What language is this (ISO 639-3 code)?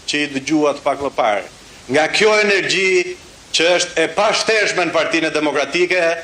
sqi